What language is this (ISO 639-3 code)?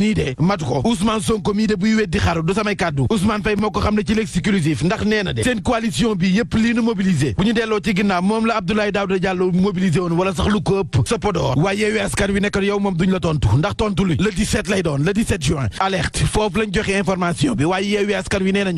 wol